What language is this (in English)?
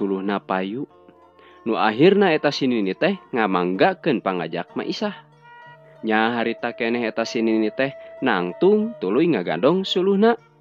Sundanese